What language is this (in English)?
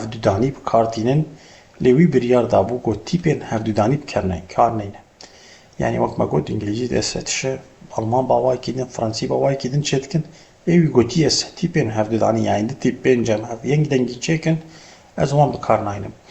Kurdish